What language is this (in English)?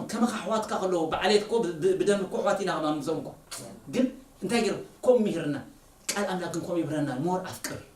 Tigrinya